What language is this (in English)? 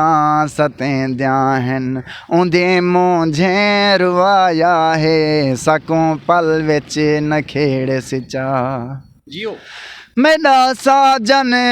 Saraiki